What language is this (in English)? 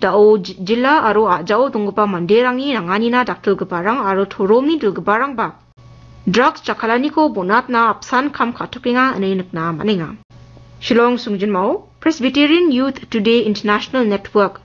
Garo